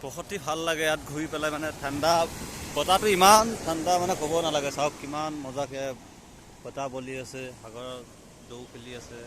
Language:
Assamese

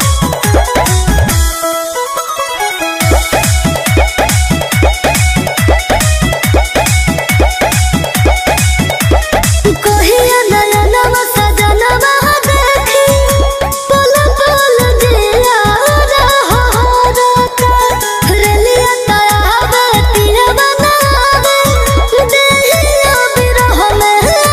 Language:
Bhojpuri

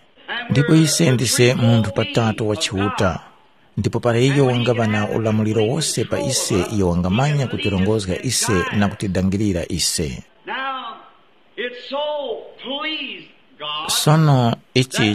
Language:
Tumbuka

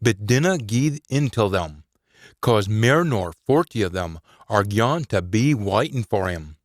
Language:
Scots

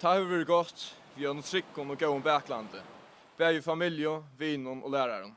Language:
Faroese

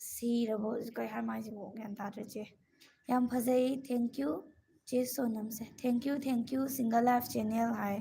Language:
Manipuri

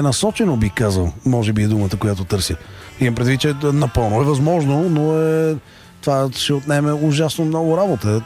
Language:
Bulgarian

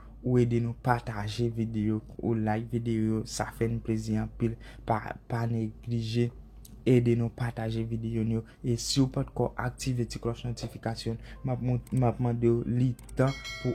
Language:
Haitian Creole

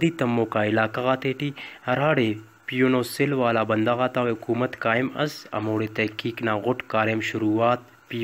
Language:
Brahui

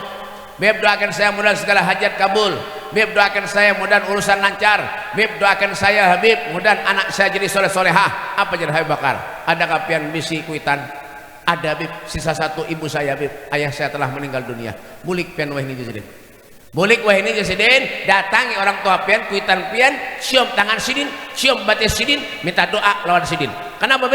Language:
Banjar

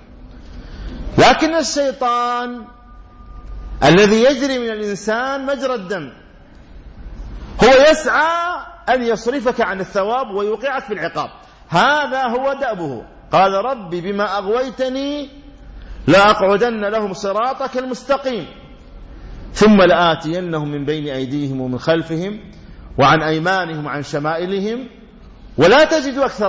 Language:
Arabic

